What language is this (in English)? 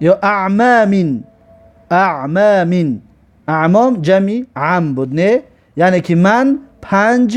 Tajik